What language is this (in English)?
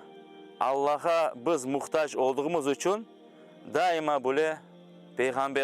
Crimean Tatar